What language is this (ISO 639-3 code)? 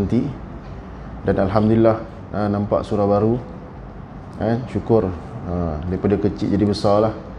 msa